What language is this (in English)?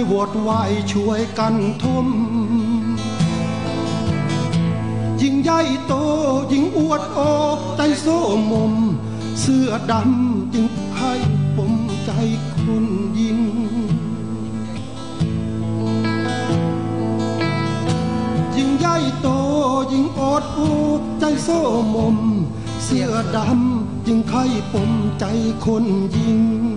Thai